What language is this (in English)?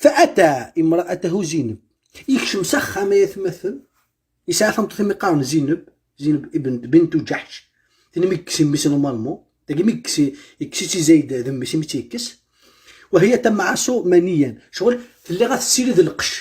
Kabyle